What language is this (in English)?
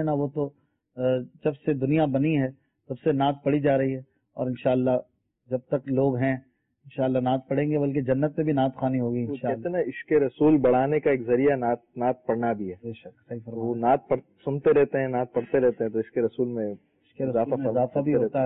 Urdu